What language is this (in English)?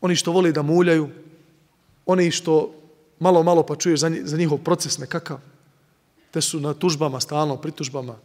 Bosnian